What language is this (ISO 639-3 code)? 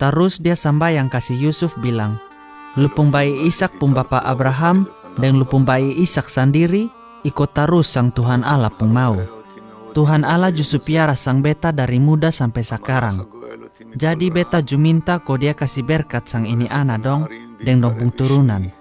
mkn